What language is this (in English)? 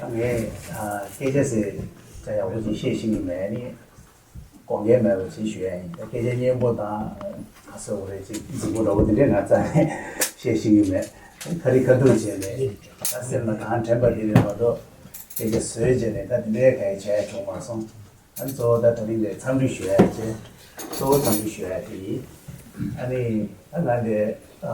Tibetan